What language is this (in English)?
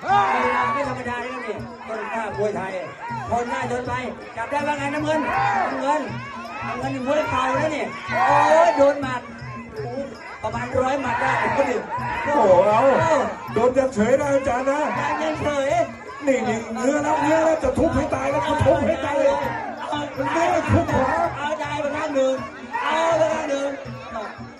Lao